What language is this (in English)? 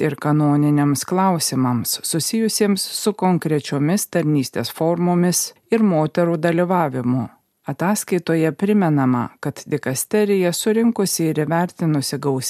Lithuanian